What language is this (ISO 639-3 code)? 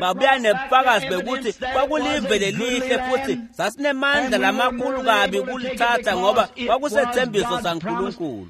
ssw